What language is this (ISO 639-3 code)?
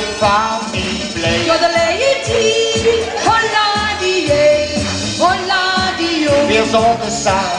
lim